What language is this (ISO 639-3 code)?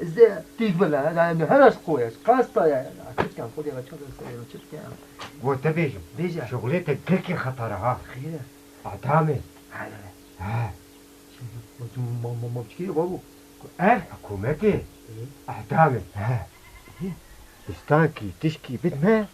kur